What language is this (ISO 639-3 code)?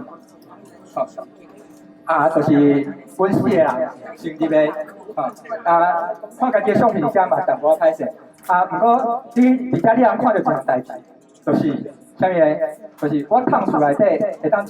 nan